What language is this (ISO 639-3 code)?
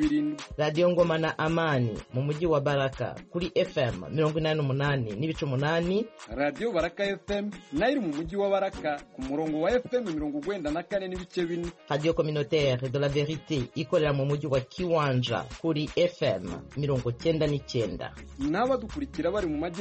kin